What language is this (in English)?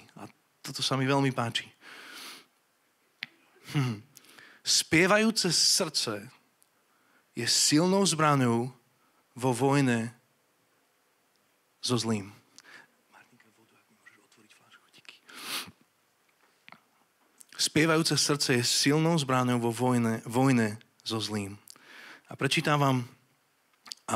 Slovak